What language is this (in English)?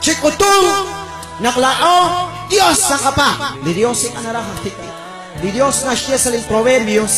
Kekchí